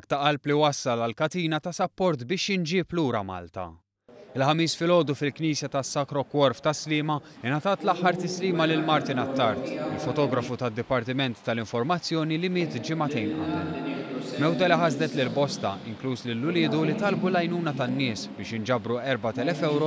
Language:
Maltese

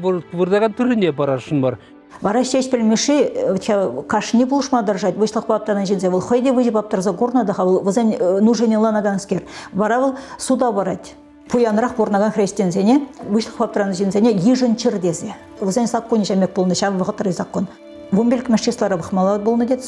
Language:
Chuvash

